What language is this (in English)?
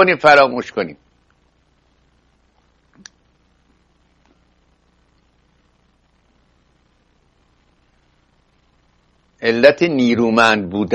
Persian